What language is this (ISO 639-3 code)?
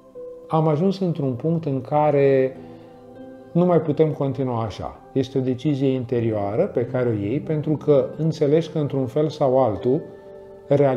ron